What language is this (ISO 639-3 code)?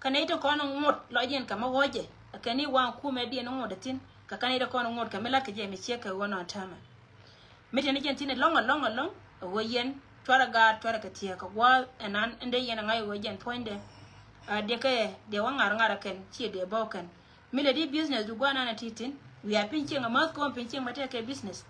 nus